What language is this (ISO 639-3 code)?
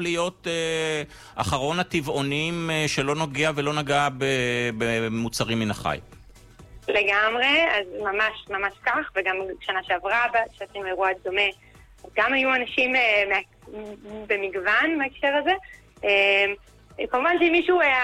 heb